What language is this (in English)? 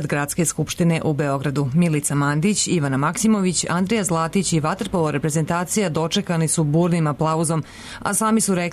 Serbian